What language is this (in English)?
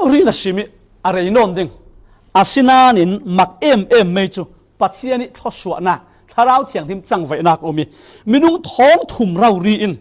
Falam Chin